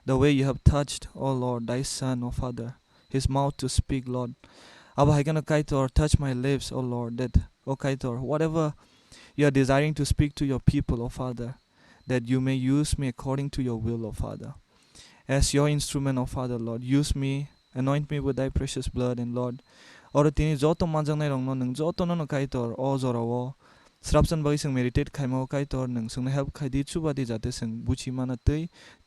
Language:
Kok Borok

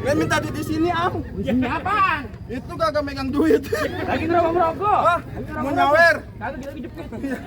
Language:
Betawi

